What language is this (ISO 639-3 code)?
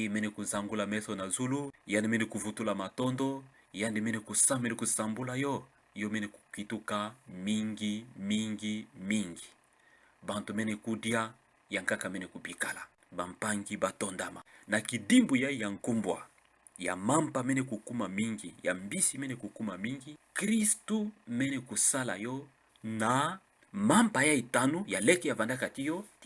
ktu